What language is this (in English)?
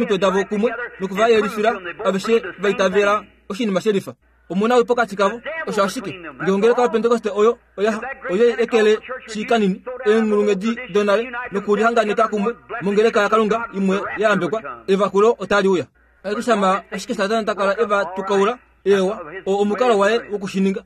Kuanyama